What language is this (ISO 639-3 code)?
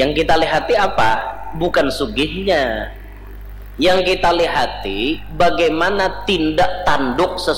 bjn